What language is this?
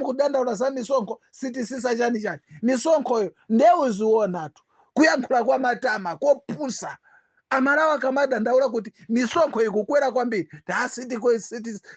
Nyanja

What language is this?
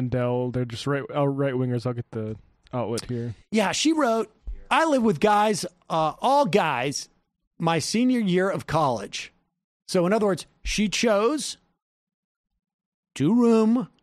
English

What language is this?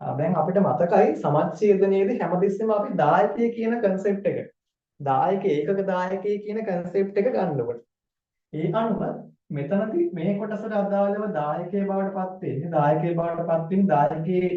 Sinhala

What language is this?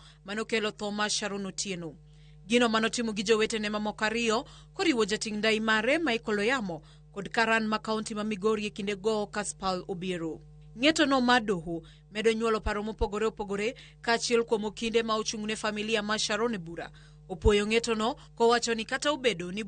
Luo (Kenya and Tanzania)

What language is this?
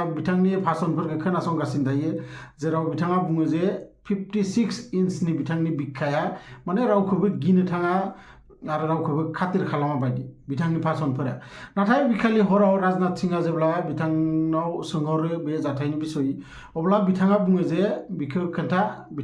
Bodo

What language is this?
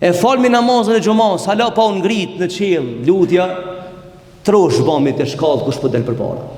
Albanian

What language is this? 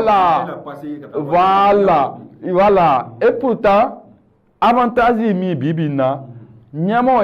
Bambara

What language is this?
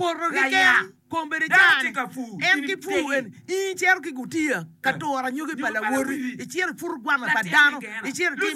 Acoli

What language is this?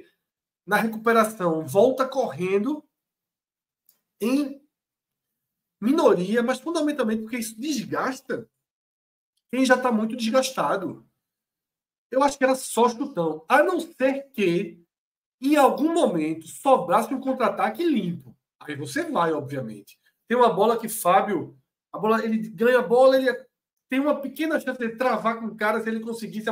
Portuguese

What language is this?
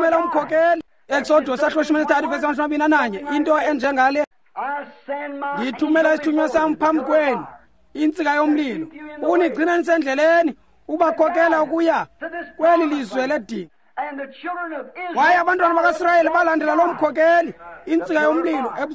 Xhosa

